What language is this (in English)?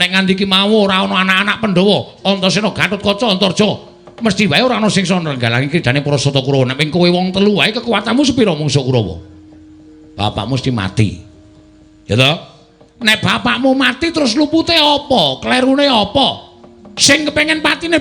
Javanese